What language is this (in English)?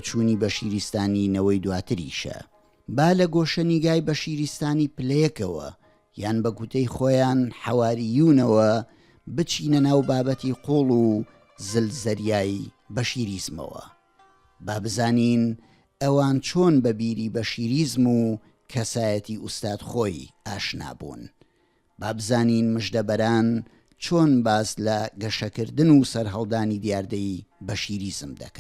Central Kurdish